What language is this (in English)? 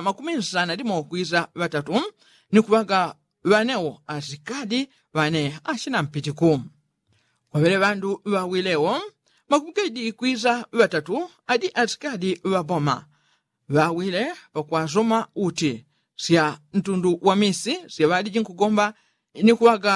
Yao